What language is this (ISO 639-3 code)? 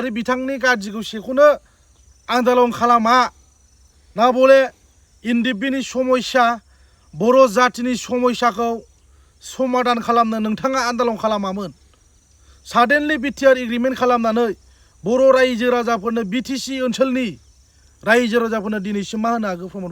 brx